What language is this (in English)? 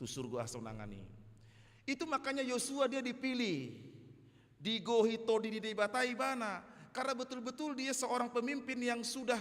Batak Toba